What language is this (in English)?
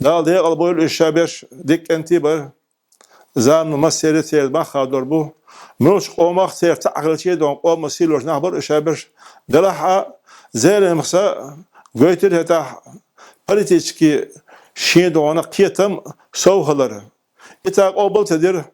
Chechen